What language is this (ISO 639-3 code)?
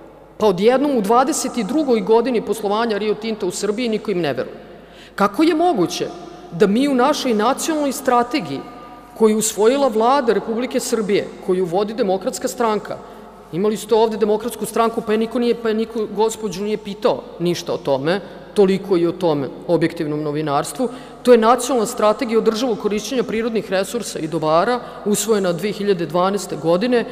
srp